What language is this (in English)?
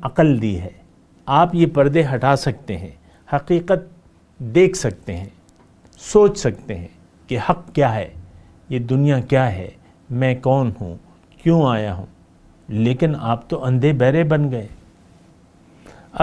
Urdu